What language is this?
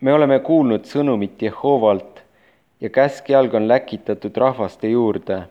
Estonian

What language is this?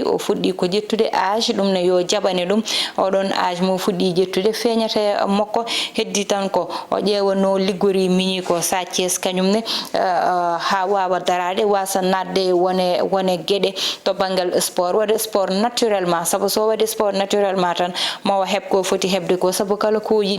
Fula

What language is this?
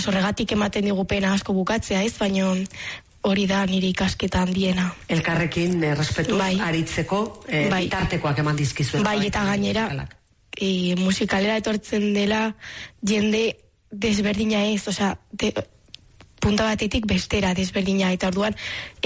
Basque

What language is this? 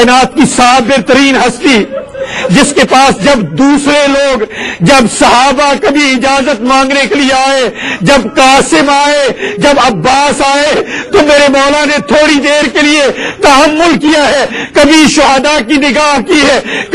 Urdu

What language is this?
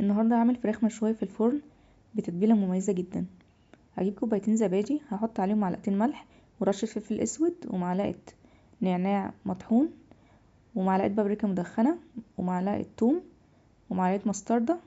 Egyptian Arabic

